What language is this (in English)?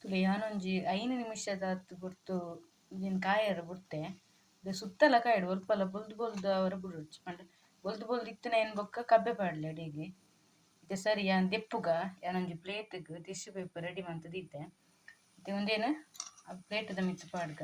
Tulu